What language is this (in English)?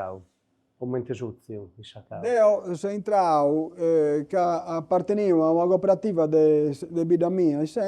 Sardinian